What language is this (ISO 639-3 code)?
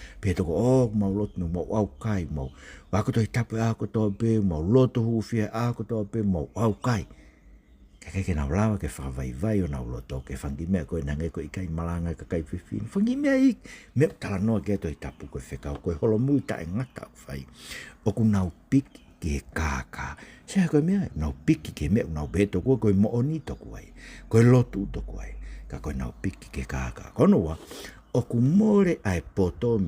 ton